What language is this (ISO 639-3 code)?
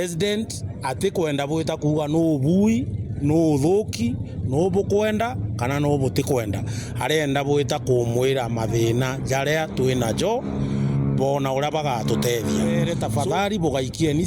mer